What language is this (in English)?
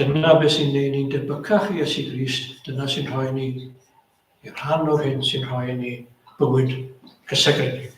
Welsh